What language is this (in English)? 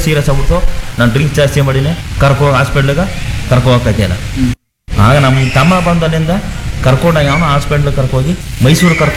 Kannada